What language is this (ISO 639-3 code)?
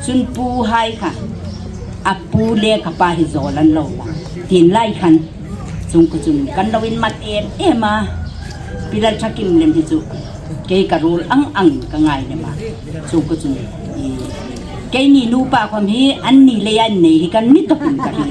hmr